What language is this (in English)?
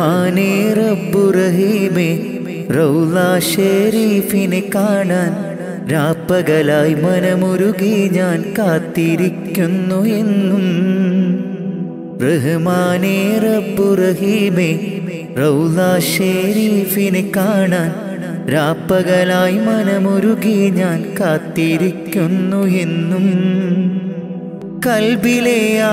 Malayalam